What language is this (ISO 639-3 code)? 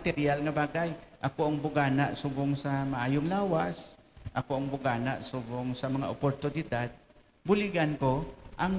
hil